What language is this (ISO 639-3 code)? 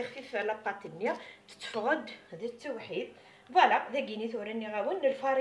kab